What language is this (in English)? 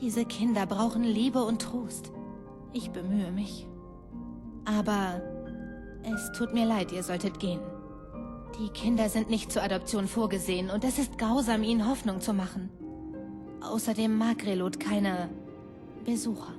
Bavarian